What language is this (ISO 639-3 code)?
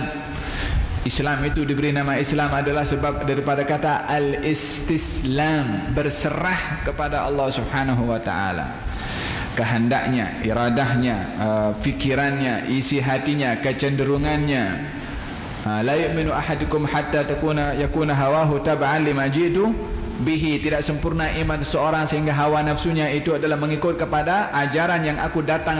msa